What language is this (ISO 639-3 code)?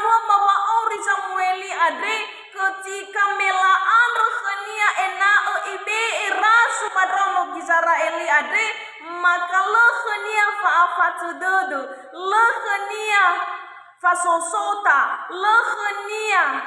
nia